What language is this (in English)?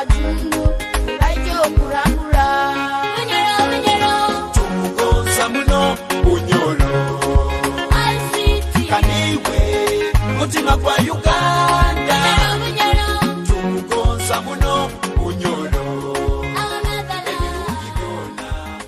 Nyoro